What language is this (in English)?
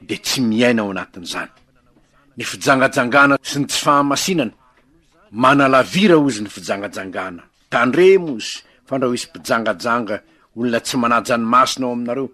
Malagasy